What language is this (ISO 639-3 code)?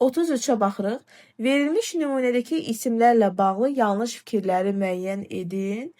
aze